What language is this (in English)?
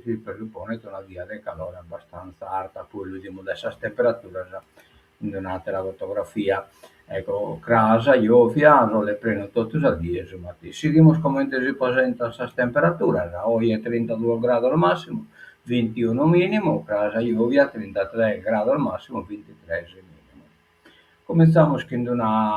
Sardinian